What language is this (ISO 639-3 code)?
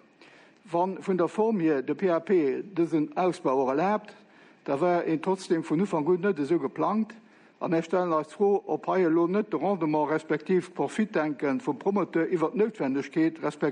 ltz